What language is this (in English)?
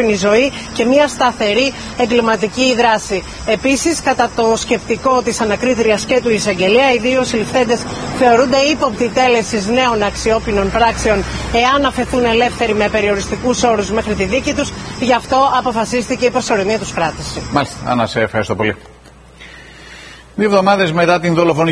Greek